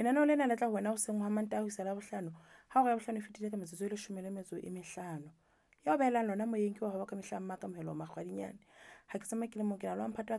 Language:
Southern Sotho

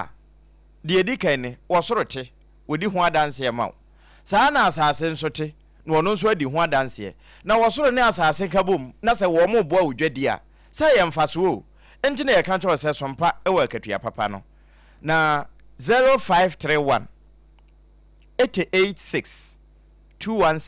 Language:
Akan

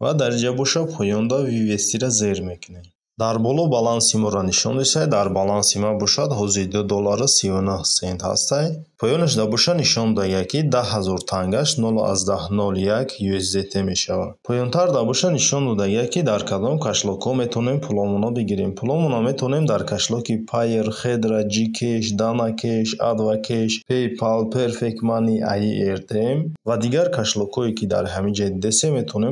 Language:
Tajik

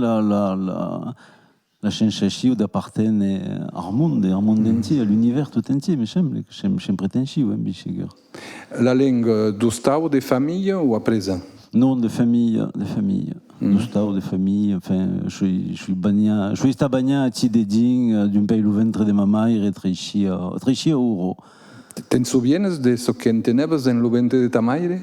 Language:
Occitan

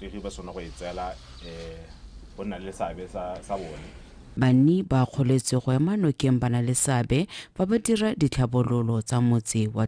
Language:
Tswana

